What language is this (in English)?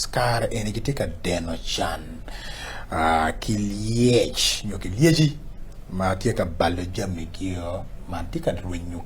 Acoli